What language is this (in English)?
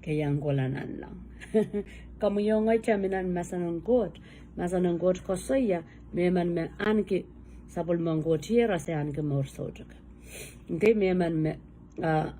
Pohnpeian